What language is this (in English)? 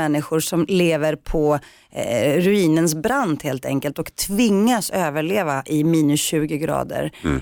Swedish